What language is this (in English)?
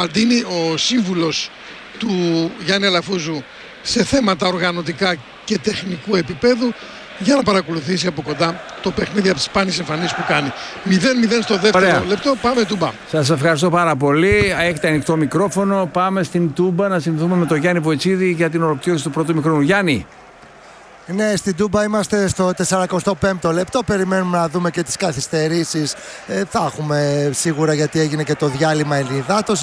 Greek